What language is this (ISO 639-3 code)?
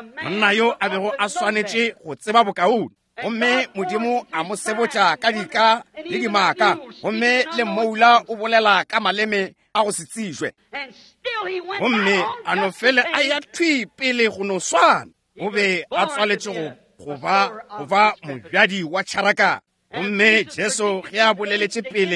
nso